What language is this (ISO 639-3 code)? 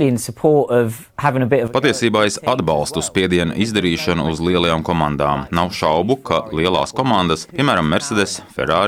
lav